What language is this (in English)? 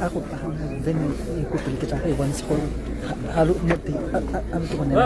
Tswana